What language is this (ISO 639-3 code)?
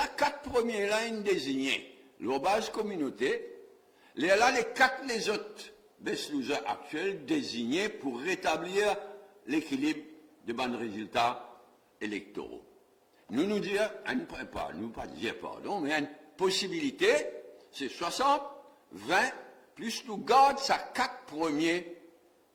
mfe